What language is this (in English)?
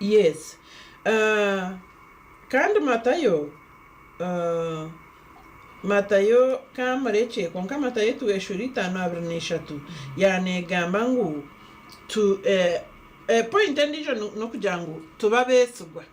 Nyankole